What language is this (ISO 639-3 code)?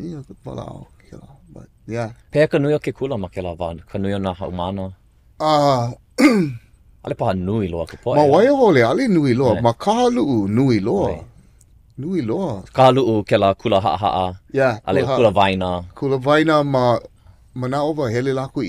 haw